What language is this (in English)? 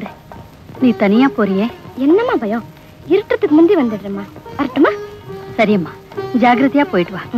Tamil